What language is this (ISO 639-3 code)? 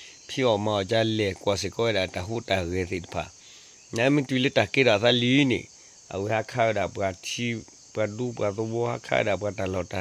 ksw